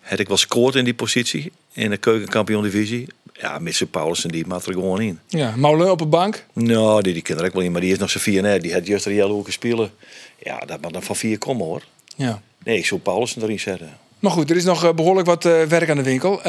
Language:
Western Frisian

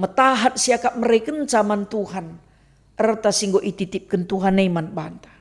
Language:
Batak Karo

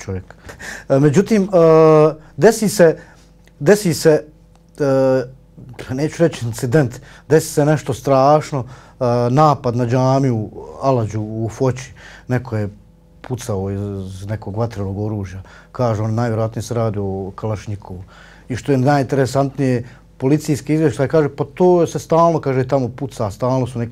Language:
Bosnian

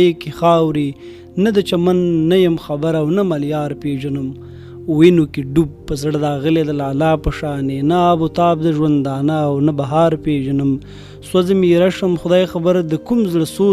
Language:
Pashto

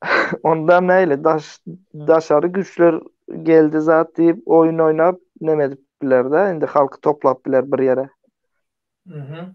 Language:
Turkmen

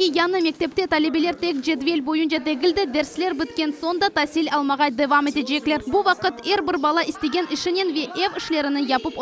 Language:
Crimean Tatar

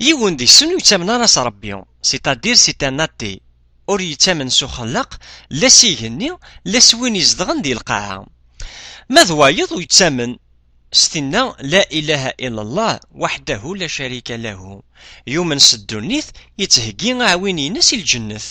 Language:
Kabyle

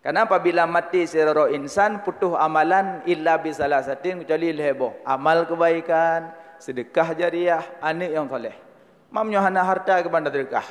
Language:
Achinese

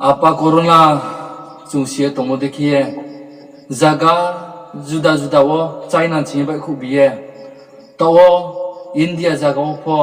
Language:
Riang (India)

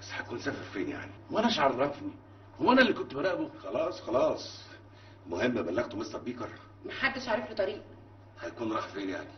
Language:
Egyptian Arabic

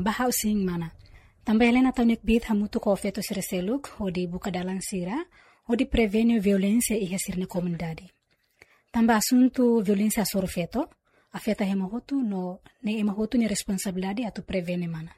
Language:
Tetum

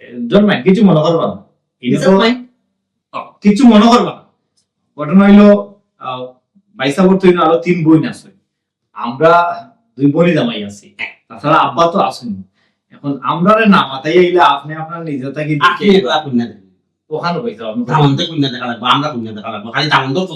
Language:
Sylheti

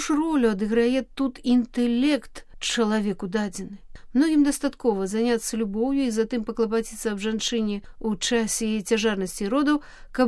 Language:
Belarusian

